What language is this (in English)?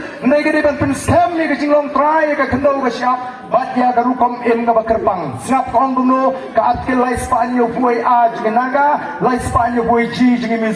Khasi